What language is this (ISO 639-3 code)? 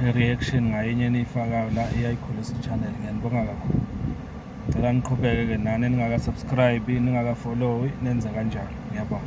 zul